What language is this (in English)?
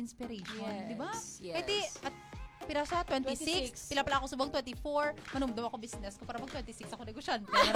Hiligaynon